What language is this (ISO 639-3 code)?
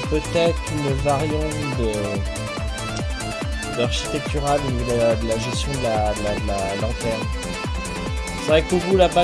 fra